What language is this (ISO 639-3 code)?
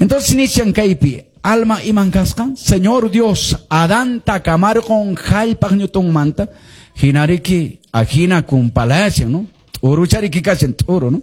que